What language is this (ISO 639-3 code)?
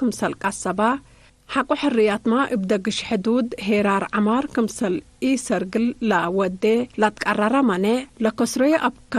tig